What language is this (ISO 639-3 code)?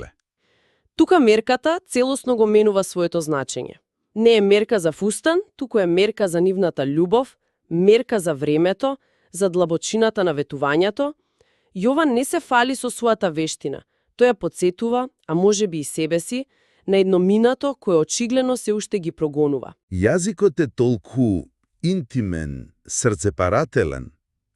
mkd